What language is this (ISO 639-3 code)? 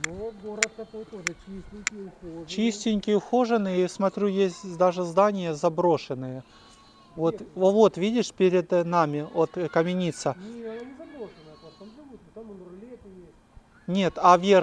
rus